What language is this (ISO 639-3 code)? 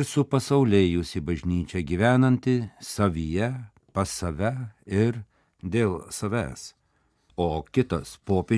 lit